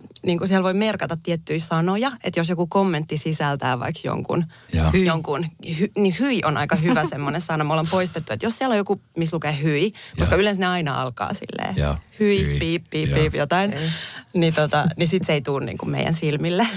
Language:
Finnish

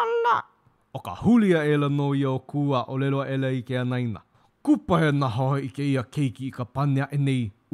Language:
Hawaiian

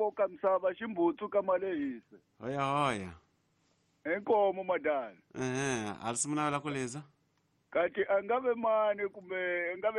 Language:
Tsonga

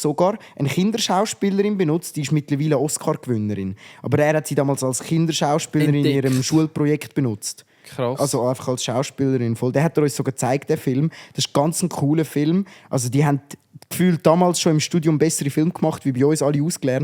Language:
Swiss German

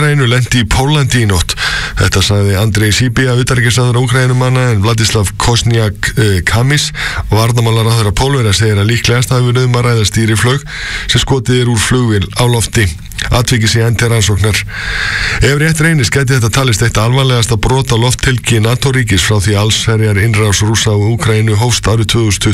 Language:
Icelandic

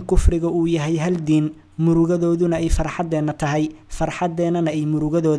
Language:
Somali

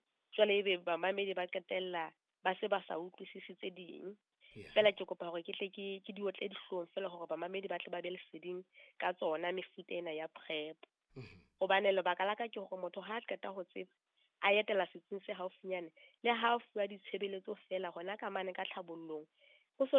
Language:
Southern Sotho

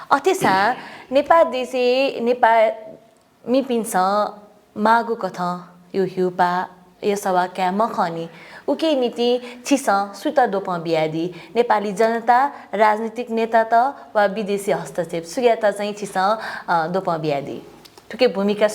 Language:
Newari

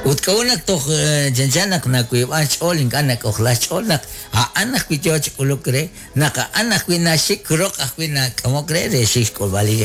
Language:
Kekchí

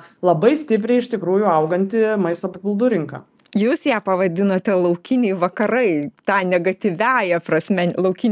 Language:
Lithuanian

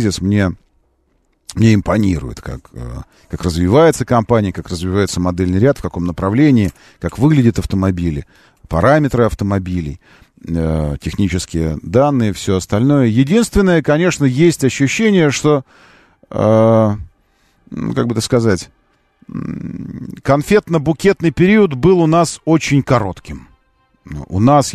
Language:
Russian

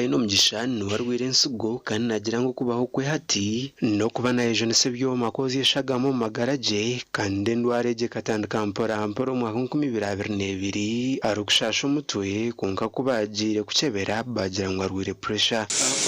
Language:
Nyankole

